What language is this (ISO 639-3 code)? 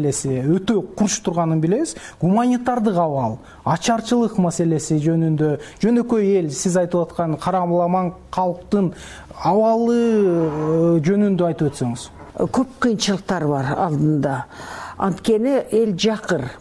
kir